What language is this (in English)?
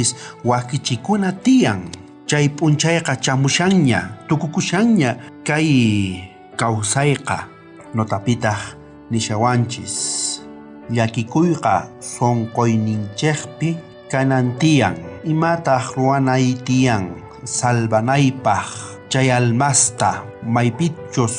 South Bolivian Quechua